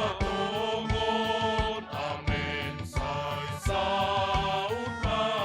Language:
Batak Simalungun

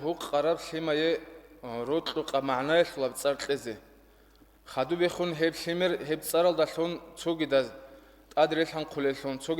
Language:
Avaric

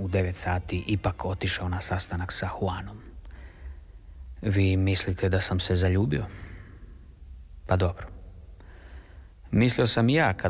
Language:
Croatian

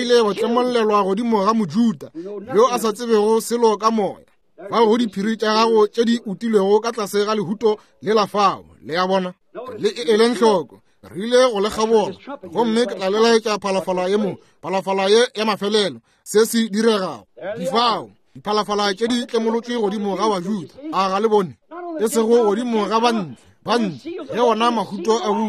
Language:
Northern Sotho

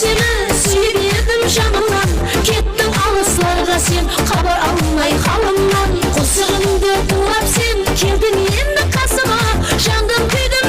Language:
Kara-Kalpak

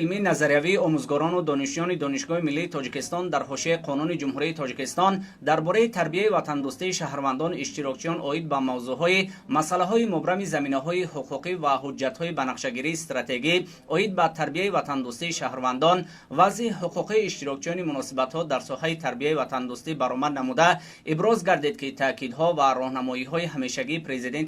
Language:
Tajik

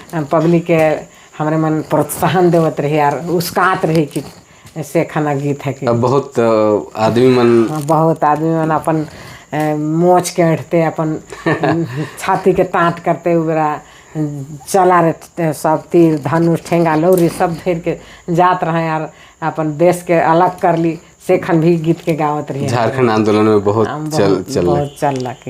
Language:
Sadri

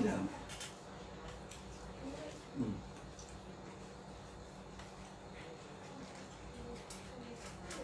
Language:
Burmese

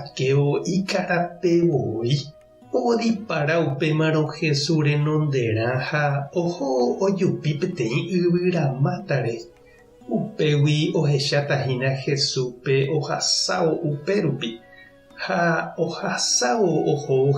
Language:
Guarani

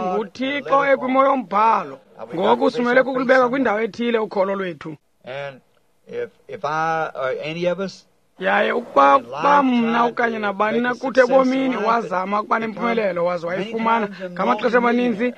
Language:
Xhosa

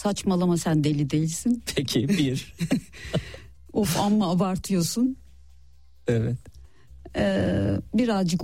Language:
Turkish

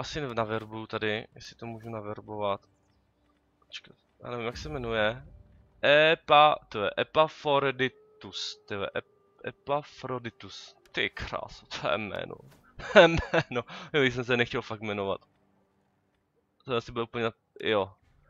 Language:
Czech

